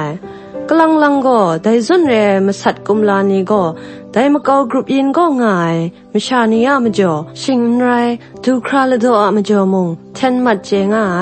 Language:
Kachin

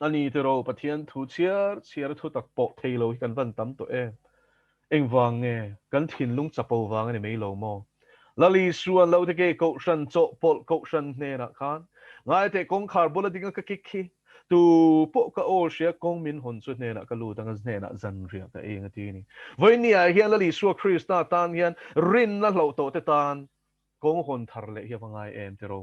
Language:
Mizo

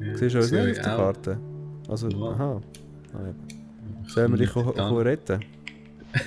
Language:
Swiss German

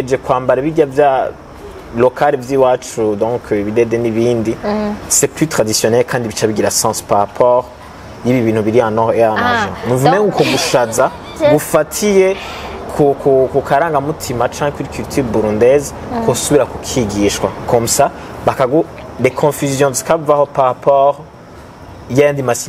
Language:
Rundi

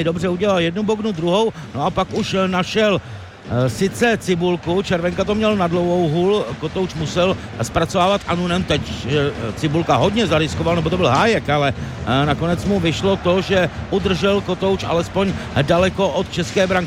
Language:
Czech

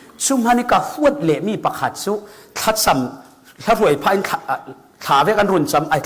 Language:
Falam Chin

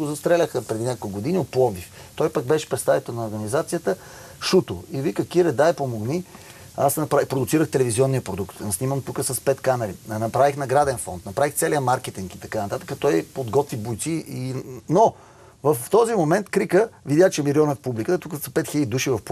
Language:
Bulgarian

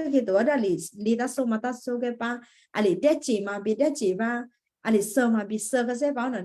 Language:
Western Kayah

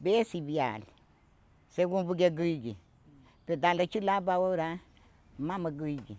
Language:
Garifuna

